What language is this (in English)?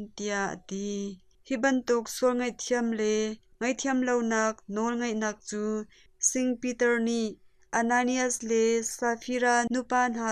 Hakha Chin